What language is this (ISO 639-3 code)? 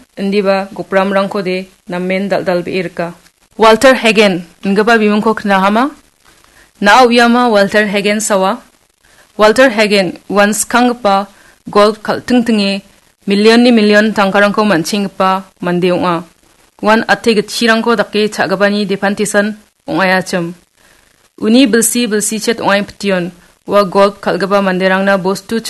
grt